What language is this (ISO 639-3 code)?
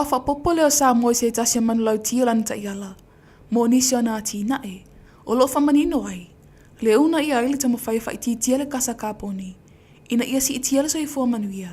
smo